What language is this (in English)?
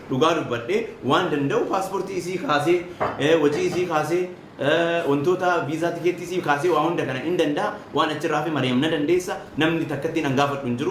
Oromo